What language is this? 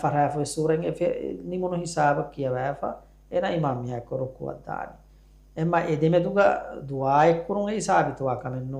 Divehi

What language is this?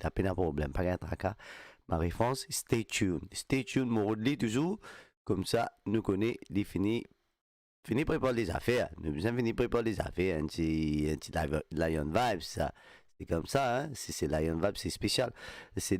Morisyen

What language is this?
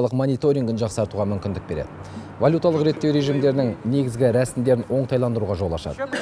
Kazakh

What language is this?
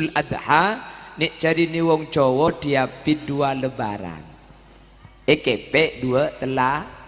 Madurese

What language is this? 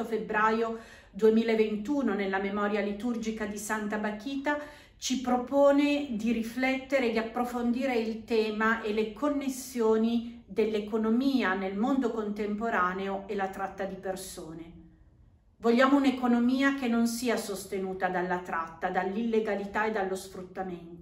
Italian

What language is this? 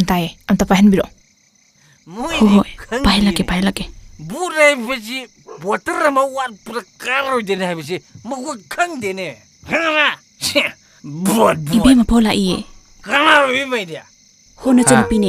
Manipuri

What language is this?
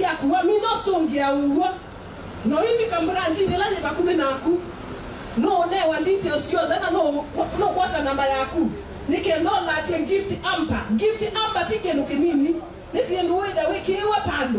Kamba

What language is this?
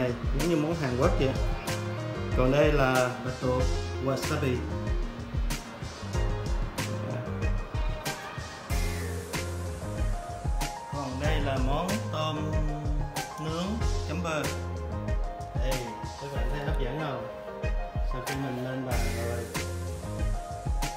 Vietnamese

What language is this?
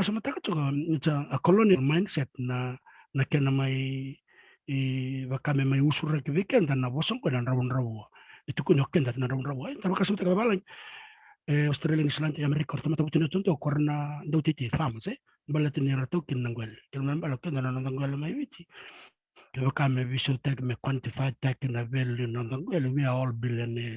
Fijian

